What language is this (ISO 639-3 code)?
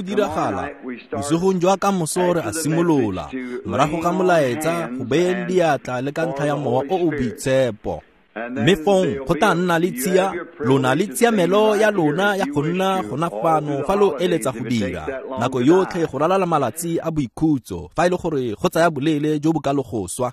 tsn